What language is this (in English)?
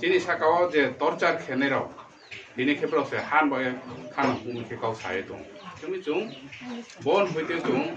Riang (India)